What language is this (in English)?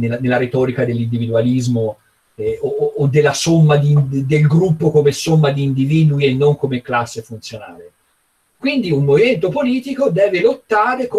Italian